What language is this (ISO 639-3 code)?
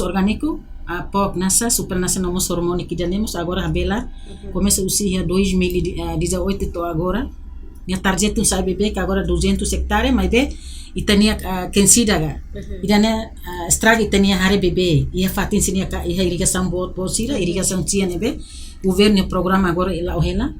tet